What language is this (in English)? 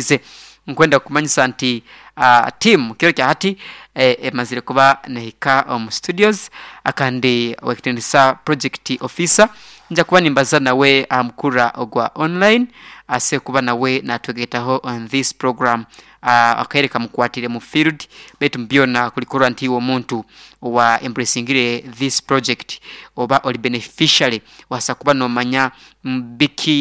Nyankole